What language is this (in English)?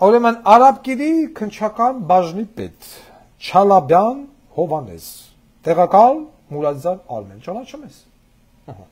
Armenian